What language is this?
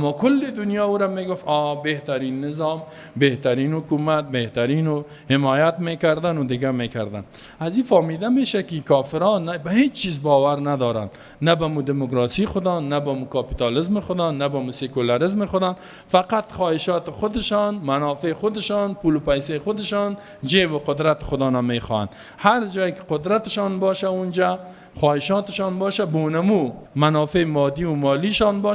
Persian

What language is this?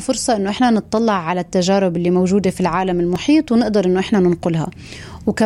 North Levantine Arabic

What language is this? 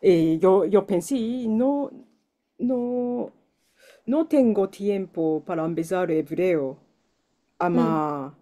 Ladino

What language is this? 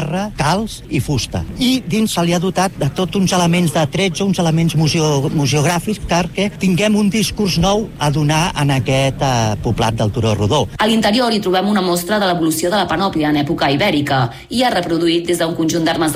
Catalan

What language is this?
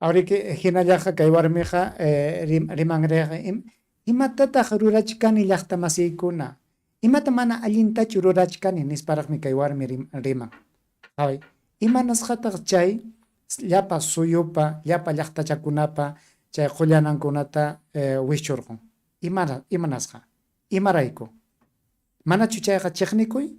Ayacucho Quechua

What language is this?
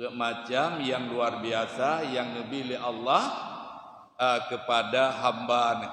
Achinese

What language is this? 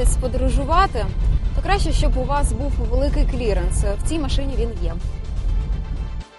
Ukrainian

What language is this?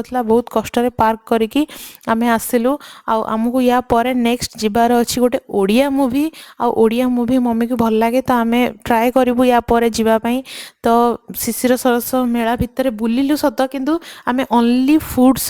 Odia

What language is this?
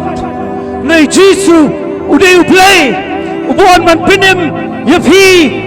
Khasi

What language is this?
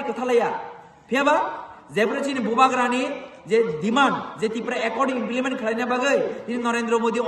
Kok Borok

